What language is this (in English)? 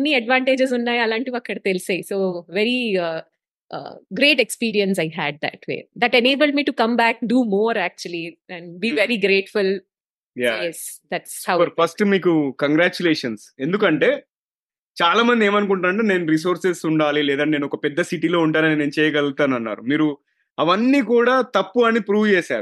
Telugu